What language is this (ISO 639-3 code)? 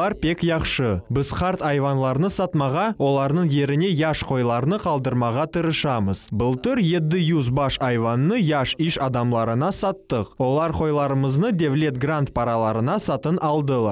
crh